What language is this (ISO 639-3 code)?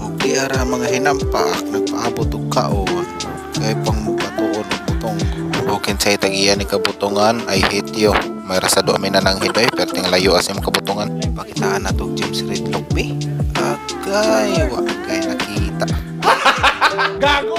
ceb